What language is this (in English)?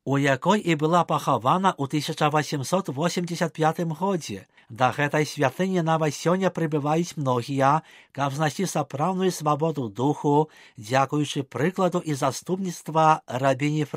Belarusian